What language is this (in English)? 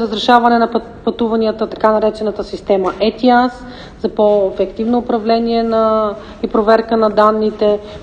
Bulgarian